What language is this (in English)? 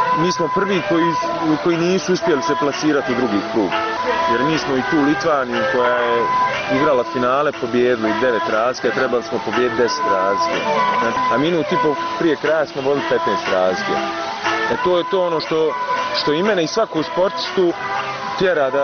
Bosnian